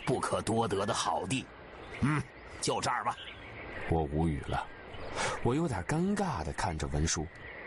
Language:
Chinese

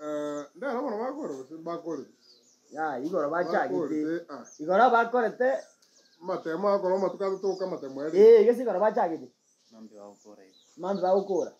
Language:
Gusii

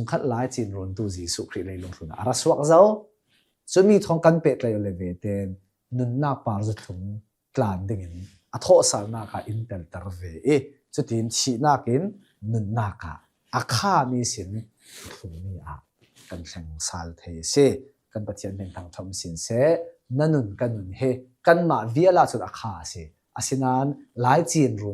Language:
Hakha Chin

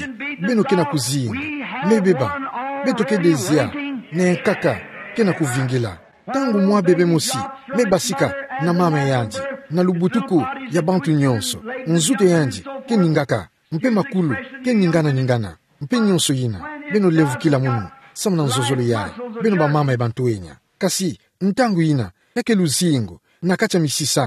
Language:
Kituba (Democratic Republic of Congo)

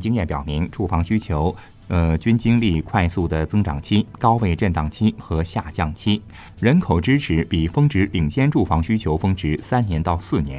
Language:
Chinese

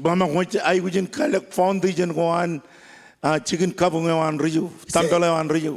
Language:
Marshallese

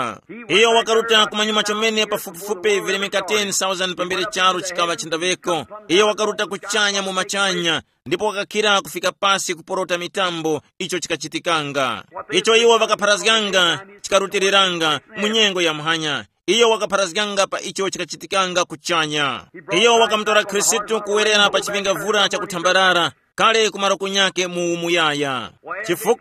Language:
Tumbuka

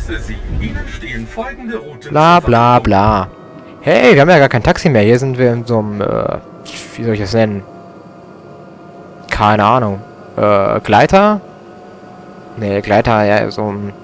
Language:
German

